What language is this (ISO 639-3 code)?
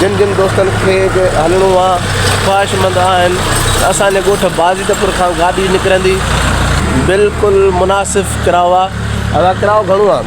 snd